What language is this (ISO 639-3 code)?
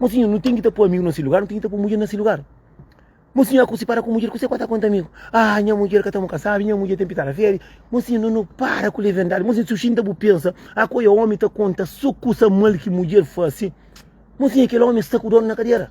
kea